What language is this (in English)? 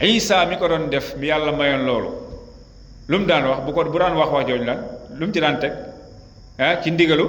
Wolof